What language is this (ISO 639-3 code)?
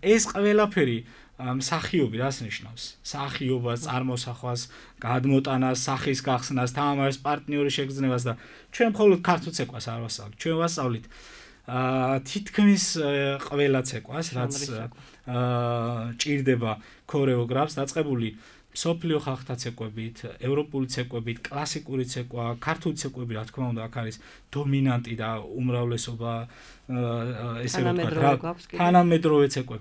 kat